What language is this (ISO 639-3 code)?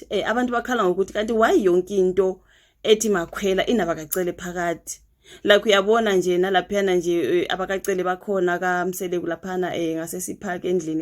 zul